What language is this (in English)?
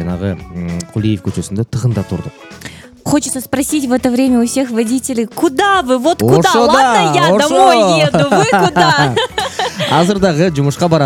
Kyrgyz